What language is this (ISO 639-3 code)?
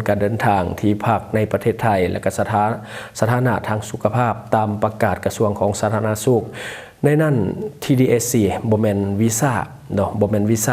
lao